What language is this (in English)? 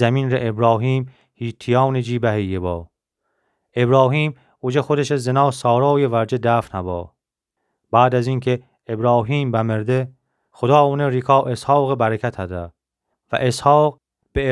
Gilaki